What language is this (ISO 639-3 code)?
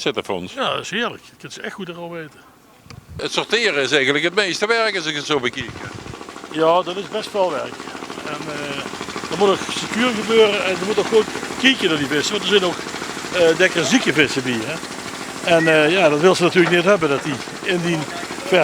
lim